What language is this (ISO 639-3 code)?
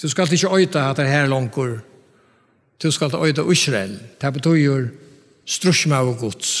fao